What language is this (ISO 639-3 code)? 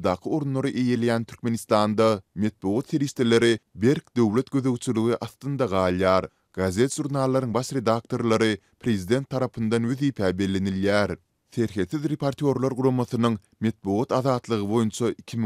tuk